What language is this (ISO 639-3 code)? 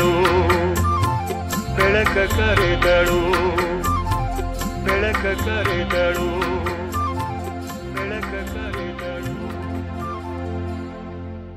kan